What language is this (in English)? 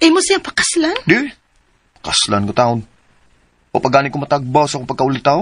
Cebuano